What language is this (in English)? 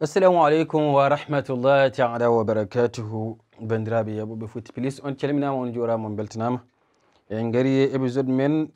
Fula